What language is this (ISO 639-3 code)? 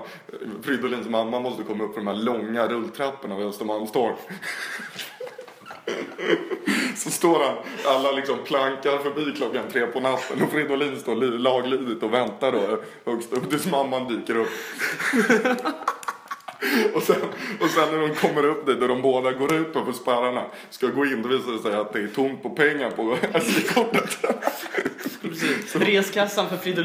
swe